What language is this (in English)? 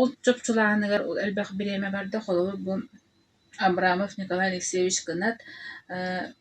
Yakut